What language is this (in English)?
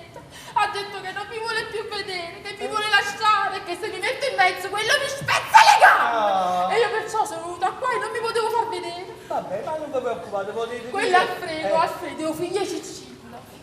Neapolitan